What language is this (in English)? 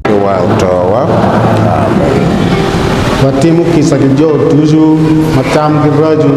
Acoli